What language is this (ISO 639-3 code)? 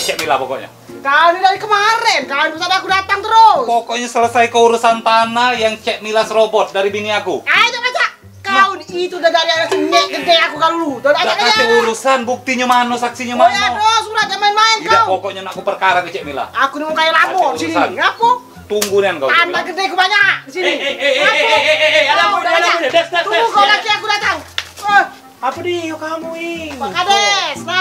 mui